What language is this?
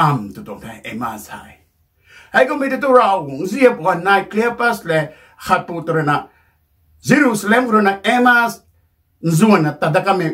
Rongmei Naga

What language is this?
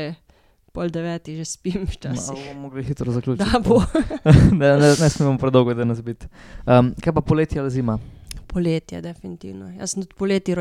Slovenian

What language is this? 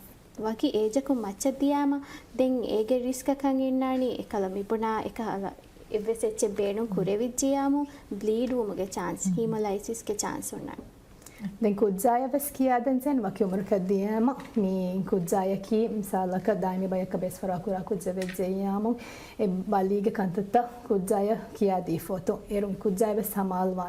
Divehi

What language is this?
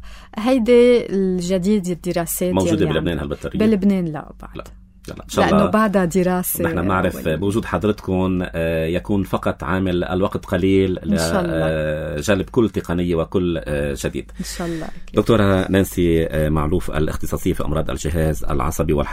North Levantine Arabic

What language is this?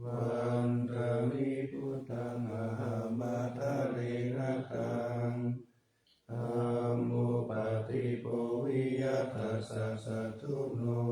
Pali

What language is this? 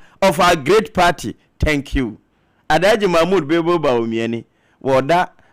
Akan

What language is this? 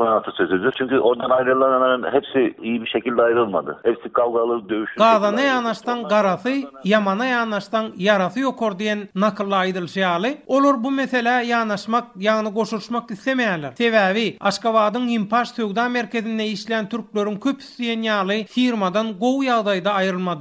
Turkmen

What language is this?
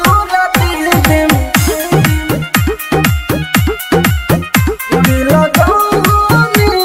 Bhojpuri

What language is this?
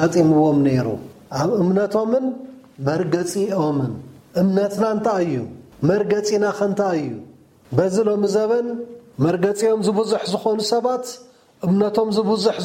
Tigrinya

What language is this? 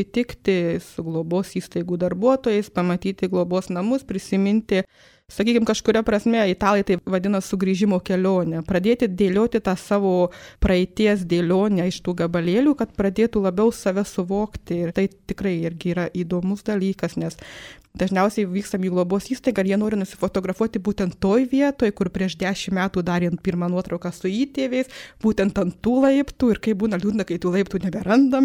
Lithuanian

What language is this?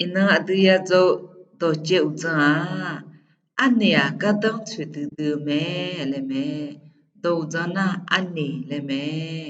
Akha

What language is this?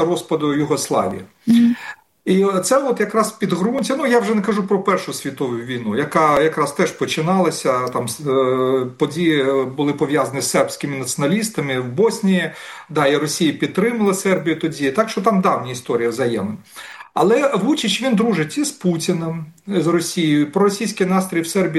Ukrainian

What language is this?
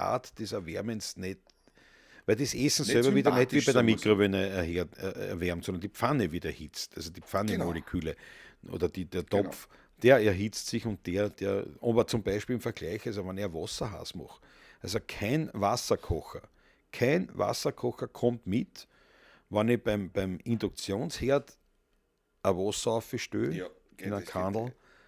Bavarian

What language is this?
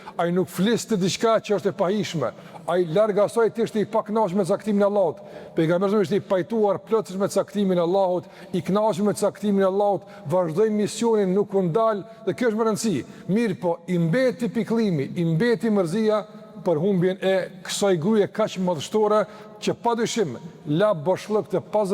Albanian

